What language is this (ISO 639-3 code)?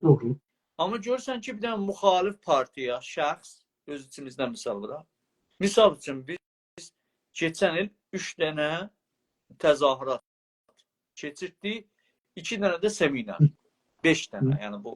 azb